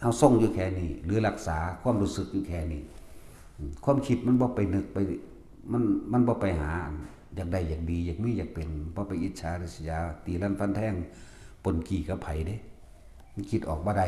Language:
Northeastern Thai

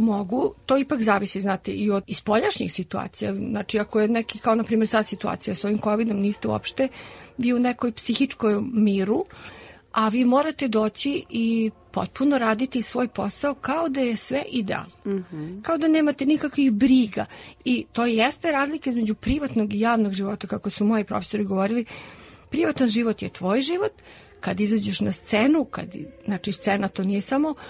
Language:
Serbian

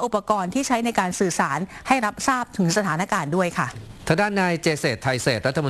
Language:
Thai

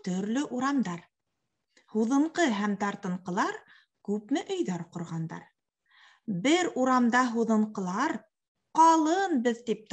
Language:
Bashkir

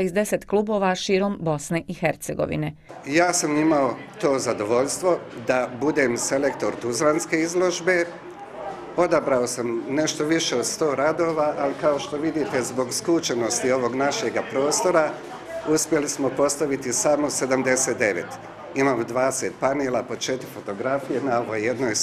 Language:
Bosnian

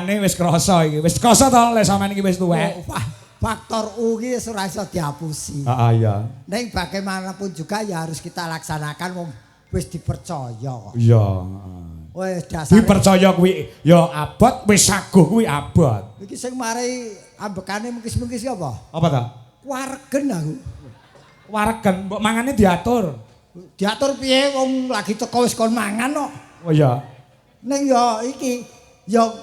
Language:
Javanese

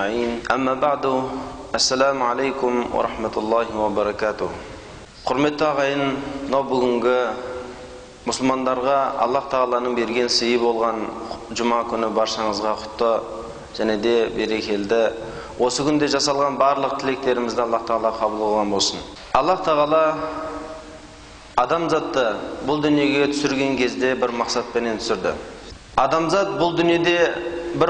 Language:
Kazakh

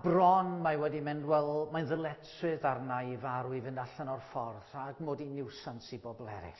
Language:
Welsh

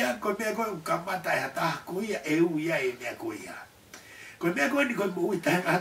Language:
Tongan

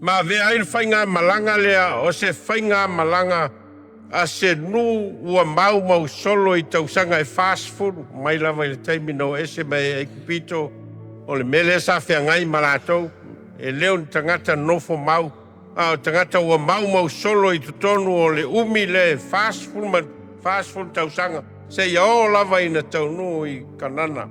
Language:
Samoan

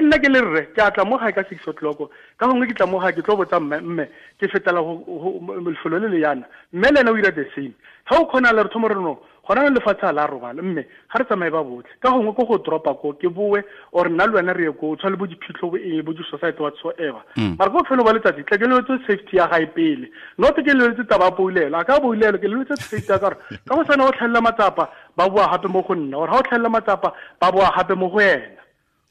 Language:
Tswana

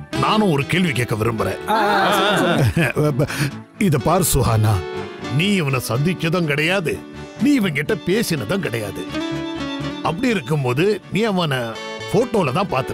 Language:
Tamil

